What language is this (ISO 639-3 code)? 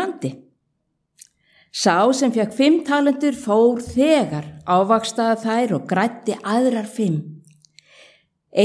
isl